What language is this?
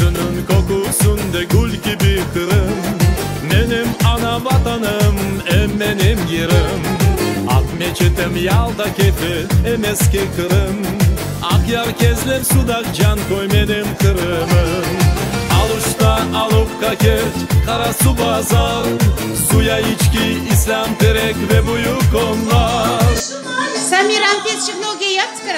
Crimean Tatar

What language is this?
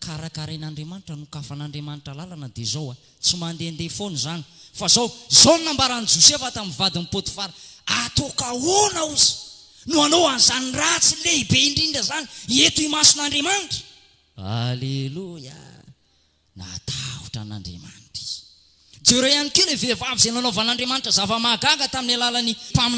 Malagasy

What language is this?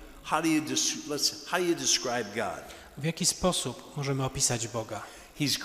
Polish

